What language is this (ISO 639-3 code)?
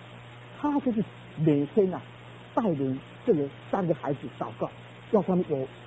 zho